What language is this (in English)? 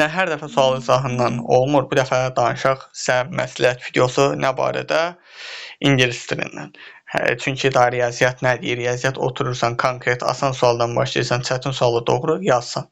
Azerbaijani